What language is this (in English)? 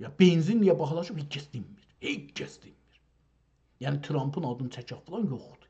South Azerbaijani